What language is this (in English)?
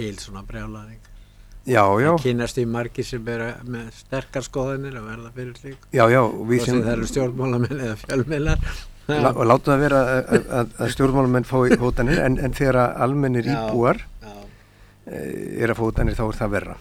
Icelandic